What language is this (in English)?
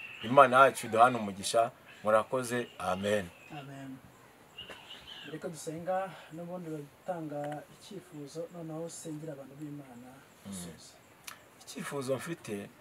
Kinyarwanda